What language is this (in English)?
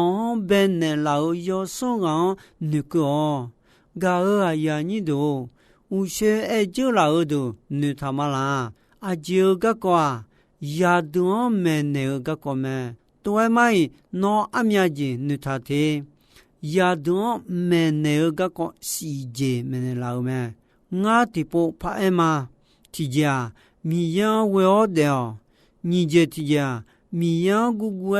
Akha